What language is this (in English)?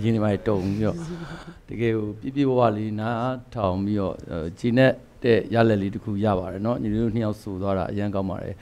Burmese